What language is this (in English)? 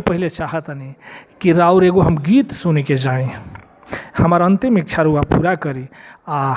Bhojpuri